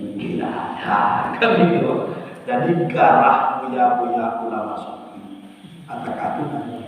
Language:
Minangkabau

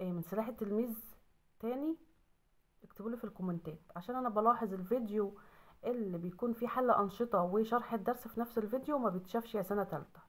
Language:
Egyptian Arabic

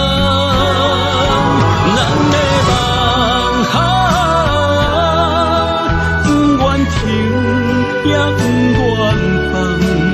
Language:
Chinese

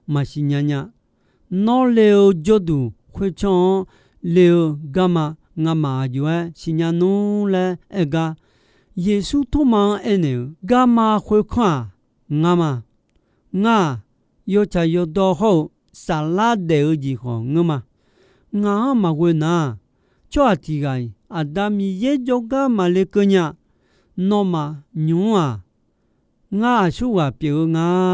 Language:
Akha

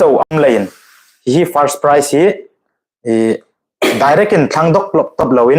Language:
Hmar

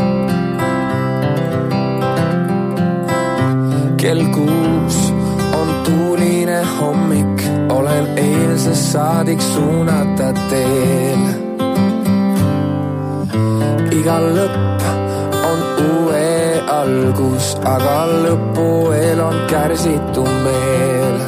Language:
Estonian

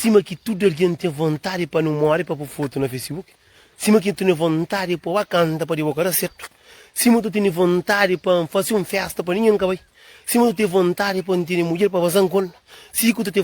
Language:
Kabuverdianu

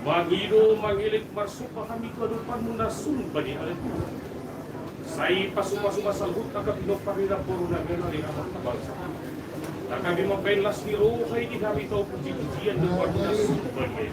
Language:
Batak Toba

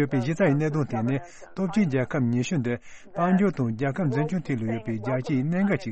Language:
Tibetan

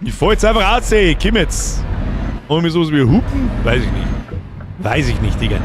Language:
Bavarian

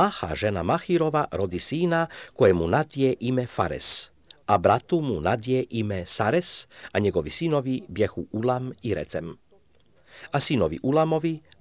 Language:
Serbian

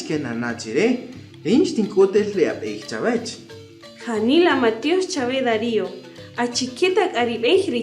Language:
Kaqchikel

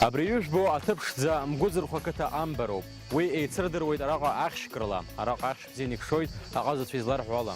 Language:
Abkhazian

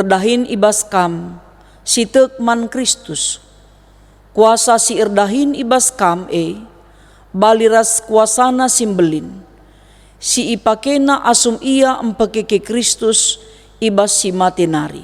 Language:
Batak Karo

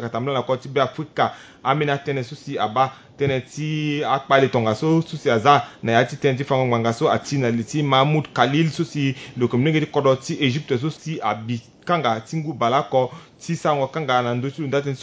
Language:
Sango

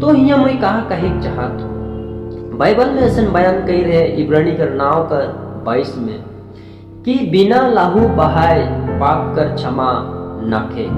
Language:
Sadri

